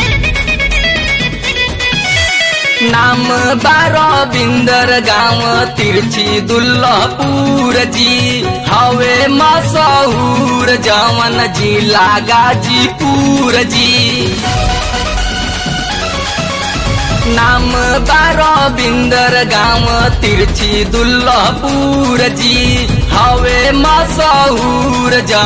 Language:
Bhojpuri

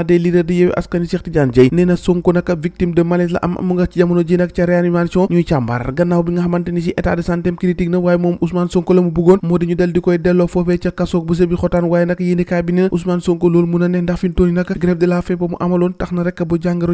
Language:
Wolof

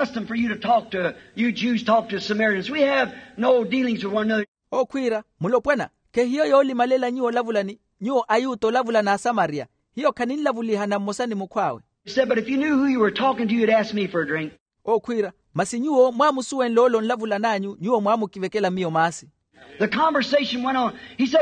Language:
Makhuwa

